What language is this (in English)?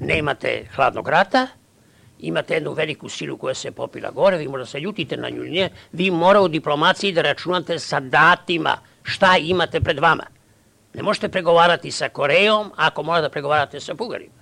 Serbian